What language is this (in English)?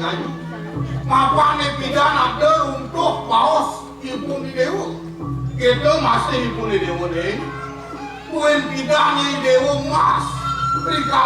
Balinese